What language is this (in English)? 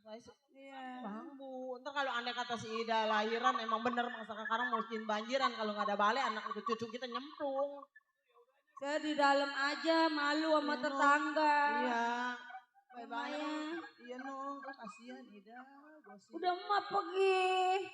Betawi